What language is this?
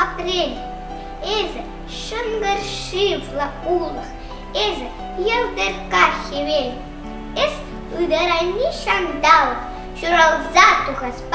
Chuvash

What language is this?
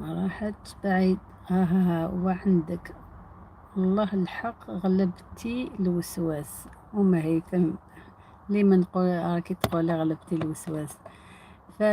Algerian Arabic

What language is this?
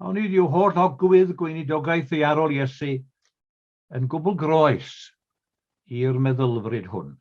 Welsh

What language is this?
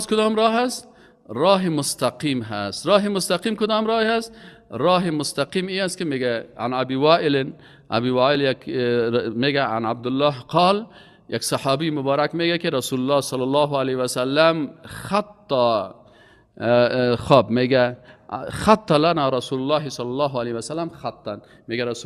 Persian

